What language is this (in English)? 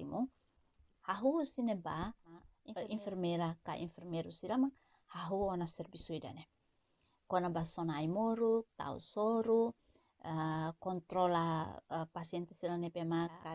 Tetum